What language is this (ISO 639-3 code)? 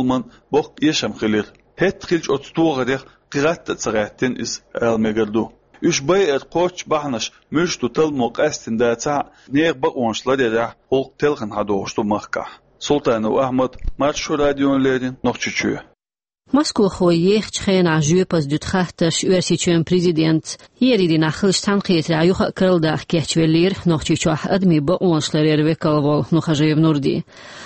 che